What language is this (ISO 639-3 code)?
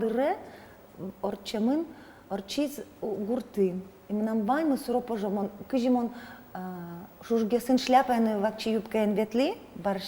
udm